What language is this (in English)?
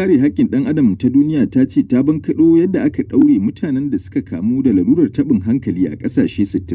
Hausa